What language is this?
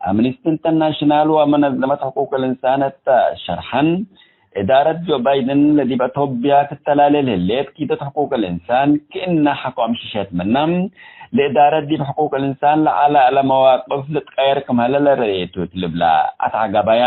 Tigre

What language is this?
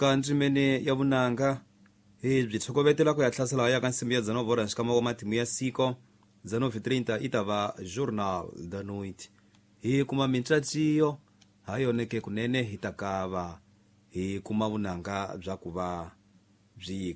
Tsonga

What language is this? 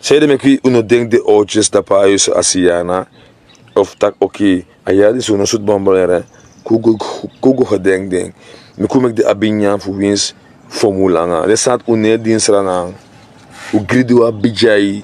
Sranan Tongo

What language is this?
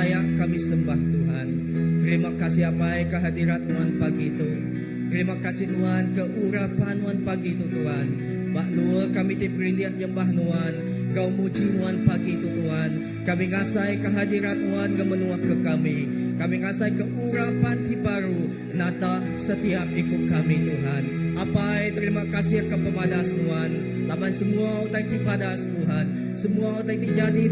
Iban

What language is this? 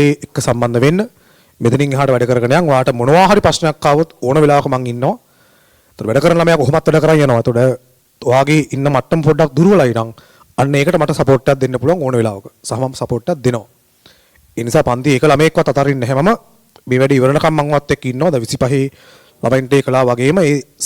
Sinhala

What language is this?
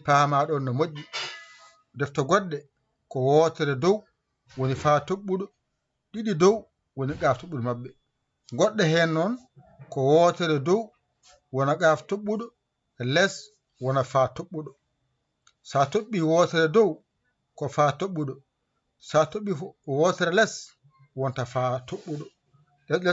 Fula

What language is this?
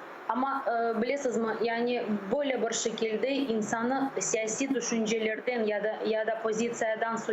Crimean Tatar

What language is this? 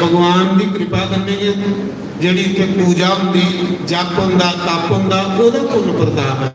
Dogri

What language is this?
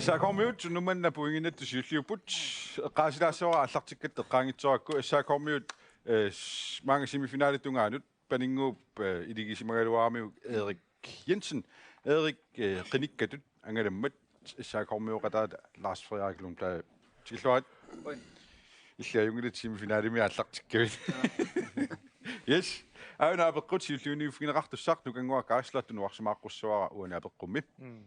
Kalaallisut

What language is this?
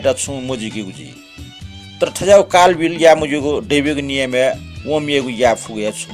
Newari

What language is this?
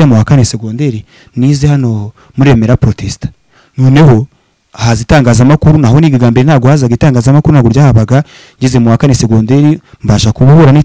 Kinyarwanda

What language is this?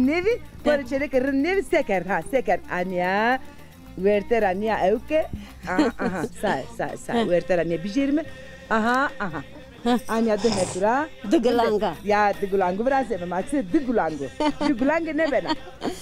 Zaza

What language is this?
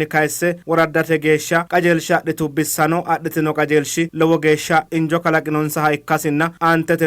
Sidamo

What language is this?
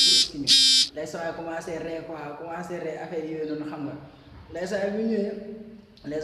Wolof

